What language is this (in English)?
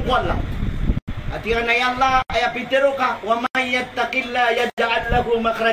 Maranao